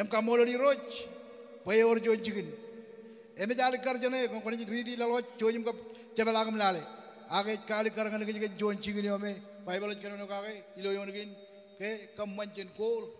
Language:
Marshallese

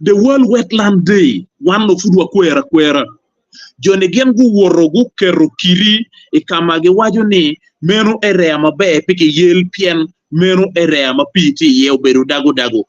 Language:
Acoli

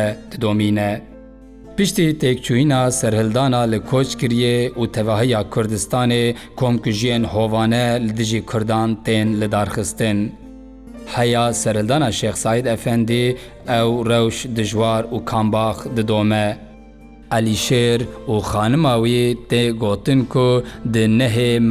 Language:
Kurdish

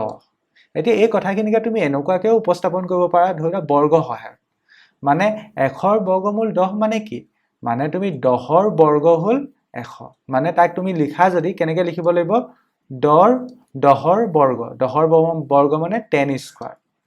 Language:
Assamese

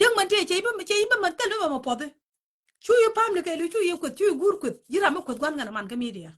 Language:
Nuer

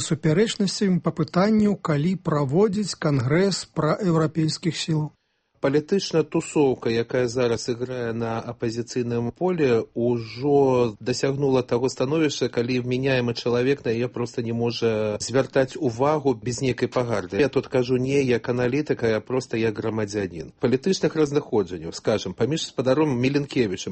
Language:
Belarusian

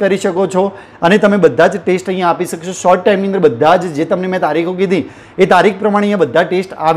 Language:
Gujarati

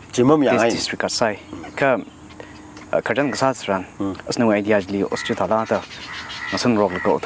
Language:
Tangkhul Naga (India)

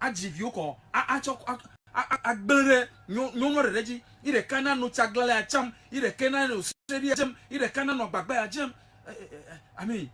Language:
Ewe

